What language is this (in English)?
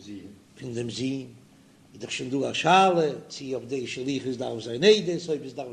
Yiddish